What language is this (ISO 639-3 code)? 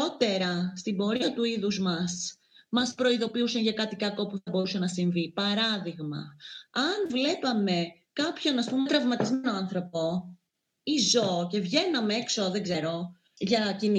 ell